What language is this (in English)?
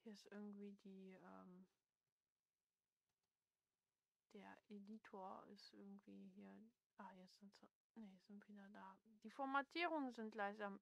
German